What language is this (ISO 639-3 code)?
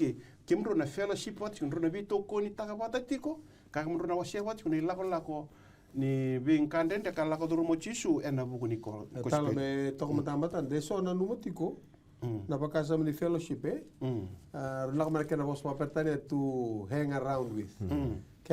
fij